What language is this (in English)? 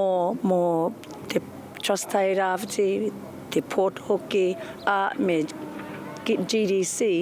Māori